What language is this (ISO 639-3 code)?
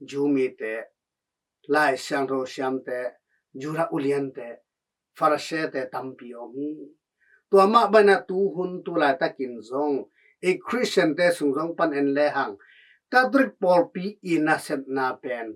ctd